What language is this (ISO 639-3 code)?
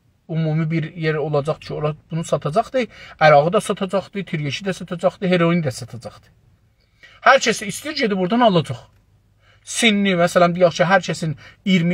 azb